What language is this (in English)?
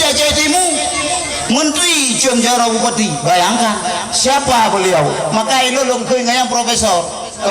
Achinese